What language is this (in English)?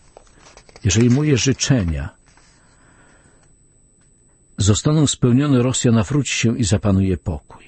Polish